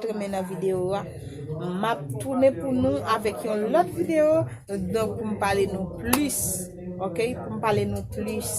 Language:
Haitian Creole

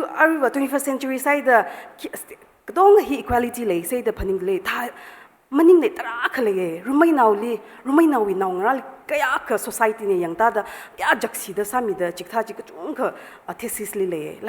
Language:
Tangkhul Naga (India)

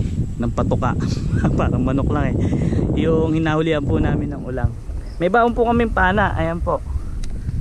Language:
Filipino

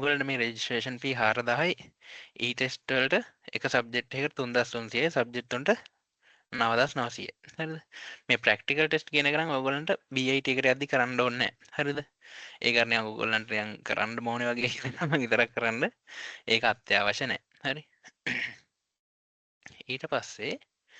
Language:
Sinhala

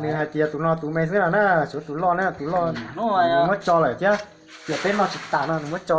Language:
Hmong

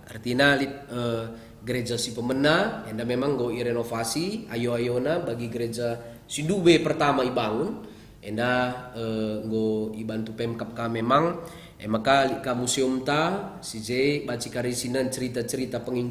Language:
Batak Karo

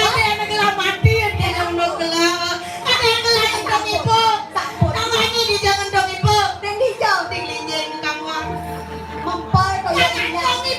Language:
Balinese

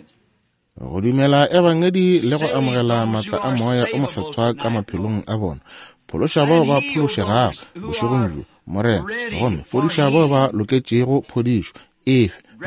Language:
Northern Sotho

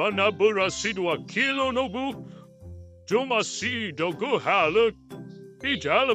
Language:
Nias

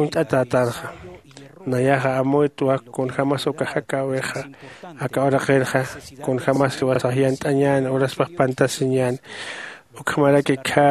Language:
Aymara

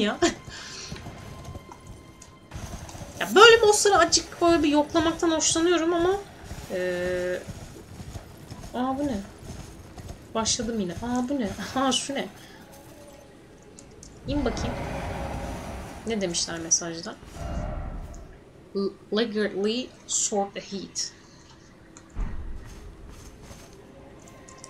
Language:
Turkish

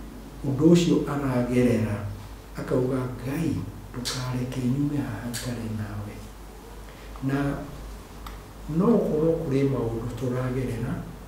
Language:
Kikuyu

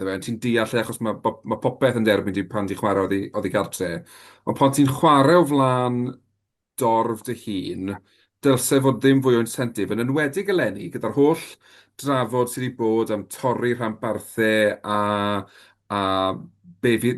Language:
Welsh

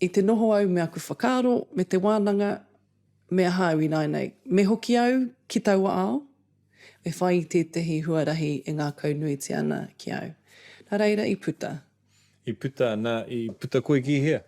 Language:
Māori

